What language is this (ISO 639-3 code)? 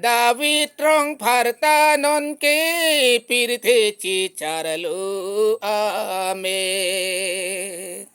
mjw